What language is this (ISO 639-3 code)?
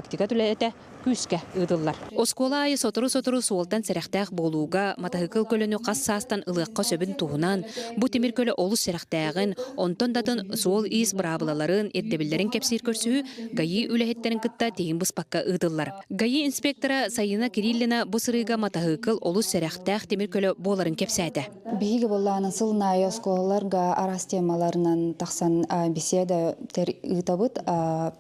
sah